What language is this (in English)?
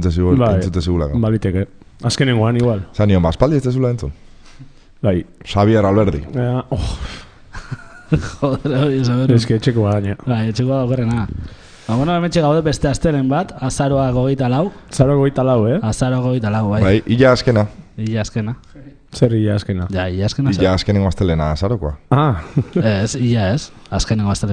Basque